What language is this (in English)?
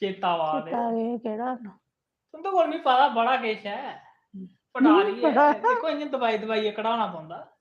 Dogri